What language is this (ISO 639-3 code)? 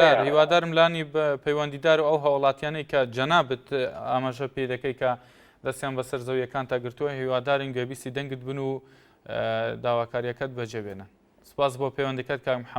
ckb